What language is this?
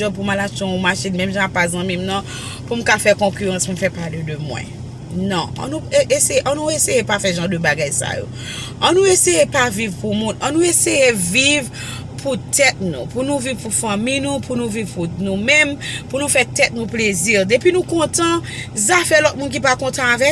Haitian Creole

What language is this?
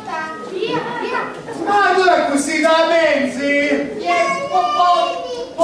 Sicilian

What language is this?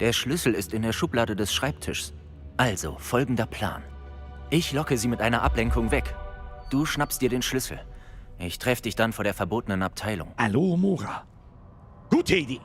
Bavarian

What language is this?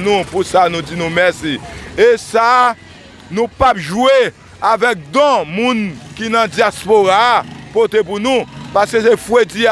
Haitian Creole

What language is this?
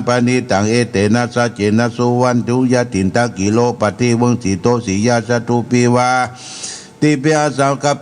Pali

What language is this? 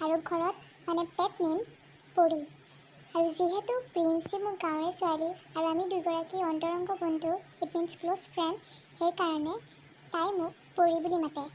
Assamese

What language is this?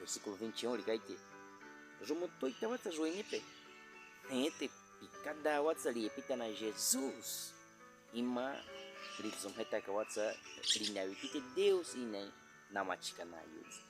Baniwa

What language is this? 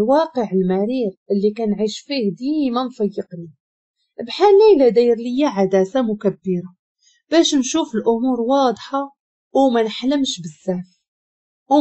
Moroccan Arabic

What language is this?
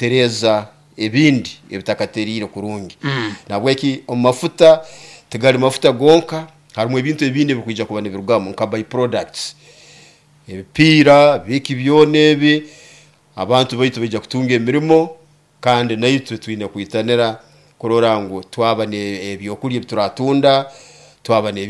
Nyoro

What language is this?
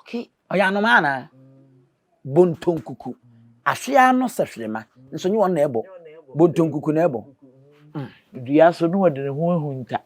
Akan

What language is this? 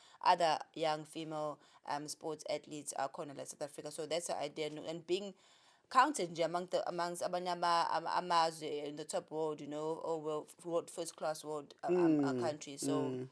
Zulu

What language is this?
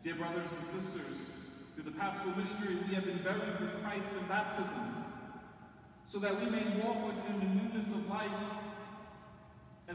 English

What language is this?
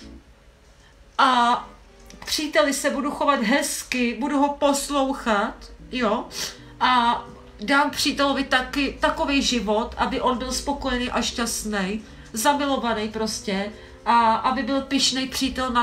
Czech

